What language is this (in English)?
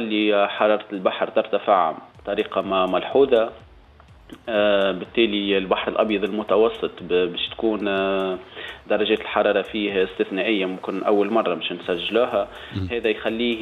Tunisian Arabic